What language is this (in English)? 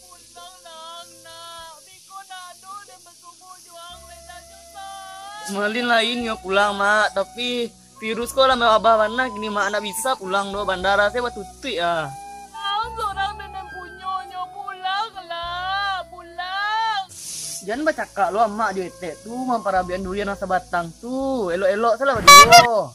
Minangkabau